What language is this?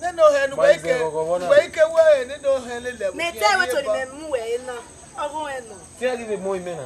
Bini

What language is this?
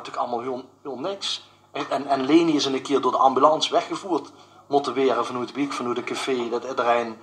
Limburgish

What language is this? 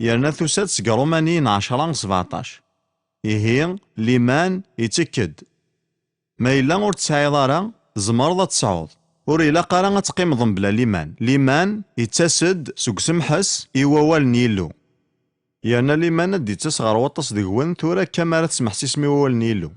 Kabyle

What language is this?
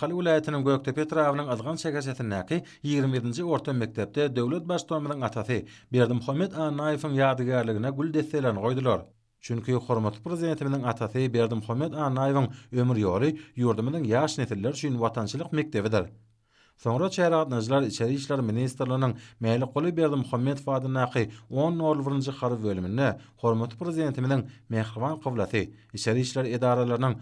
Turkmen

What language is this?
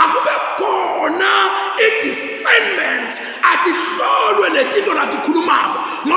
Zulu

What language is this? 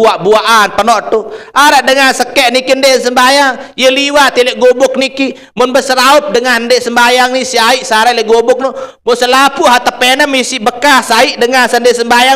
Sasak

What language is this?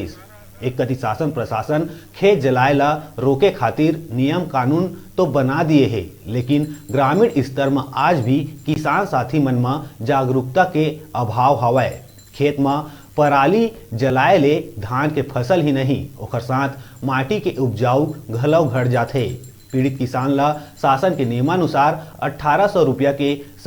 Chhattisgarhi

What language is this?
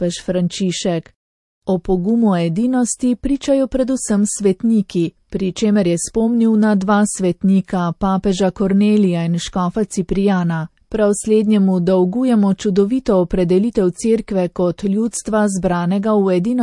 Slovenian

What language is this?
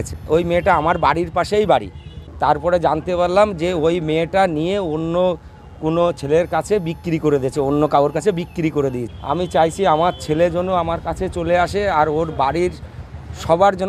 Bangla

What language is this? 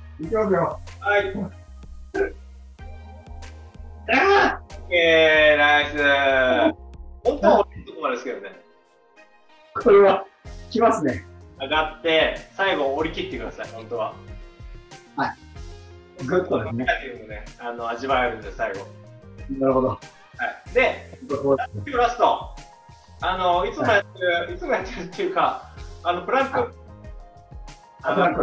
Japanese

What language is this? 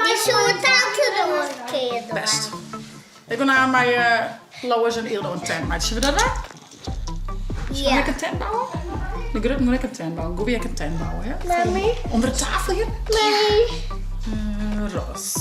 Western Frisian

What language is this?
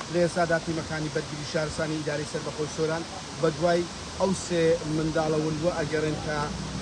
Central Kurdish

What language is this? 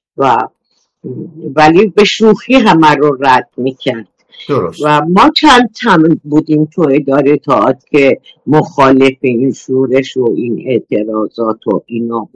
Persian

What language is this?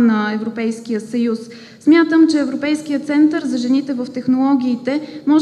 Bulgarian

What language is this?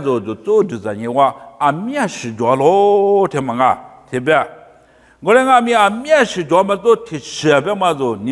Lisu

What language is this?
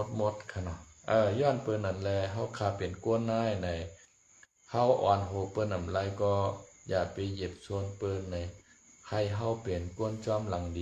Shan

